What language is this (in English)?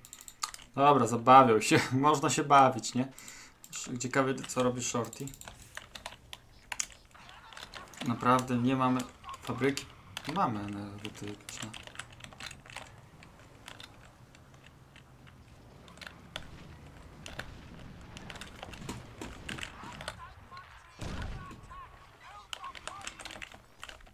Polish